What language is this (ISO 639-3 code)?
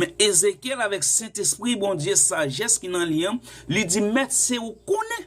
hat